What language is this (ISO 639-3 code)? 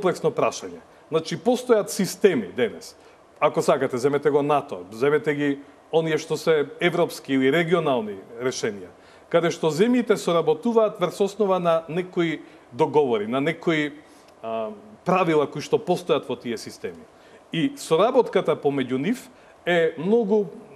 mkd